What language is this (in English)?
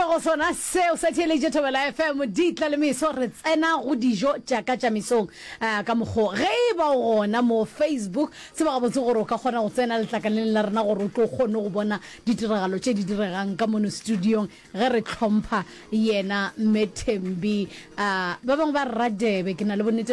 Northern Sotho